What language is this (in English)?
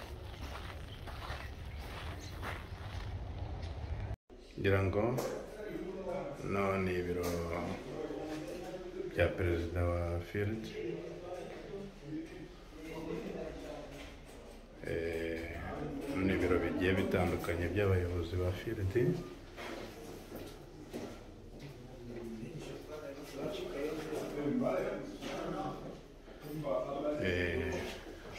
Kinyarwanda